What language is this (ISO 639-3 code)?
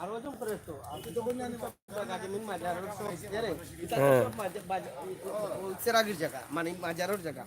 syl